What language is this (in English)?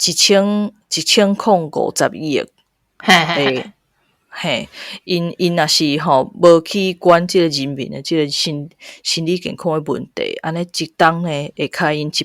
Min Nan Chinese